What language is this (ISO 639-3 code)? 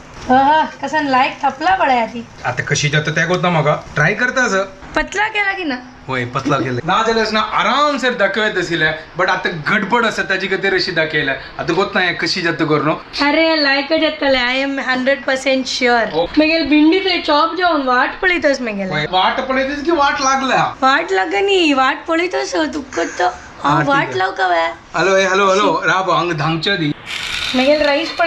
kok